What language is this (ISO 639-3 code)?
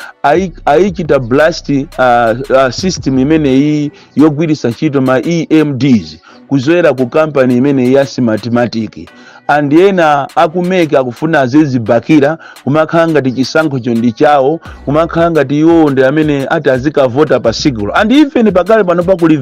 nya